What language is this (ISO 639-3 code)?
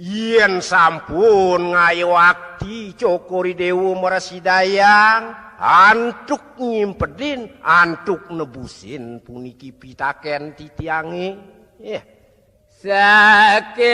ban